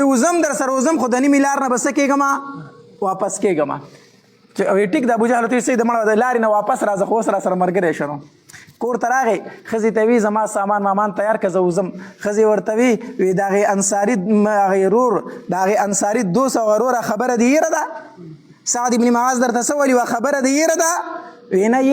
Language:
Pashto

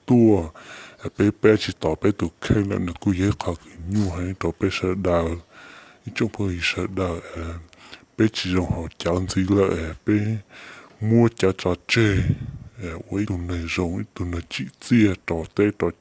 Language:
Hmong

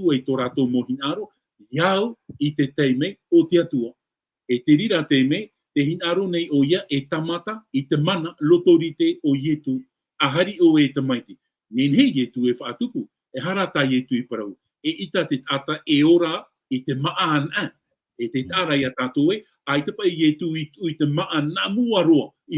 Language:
Tahitian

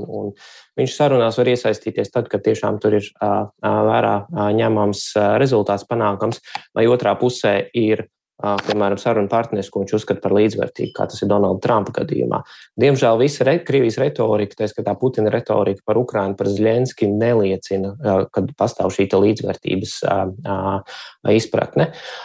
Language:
Latvian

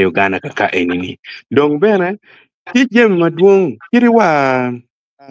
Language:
Acoli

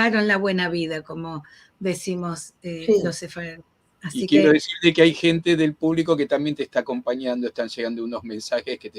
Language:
Ladino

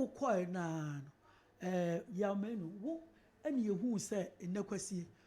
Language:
Akan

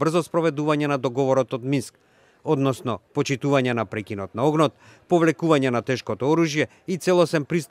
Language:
Macedonian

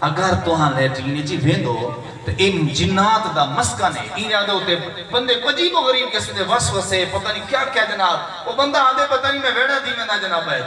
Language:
Saraiki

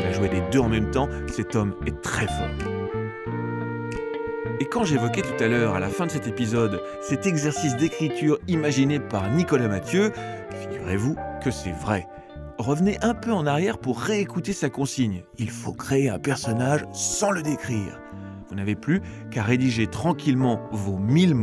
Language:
French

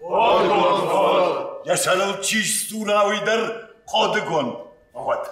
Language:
Ossetic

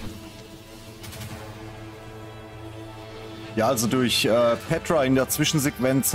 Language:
German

